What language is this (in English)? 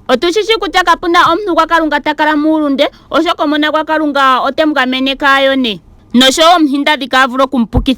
Ndonga